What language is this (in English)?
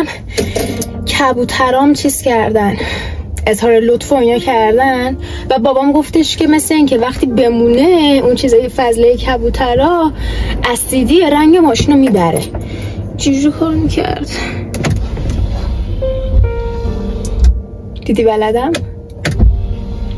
Persian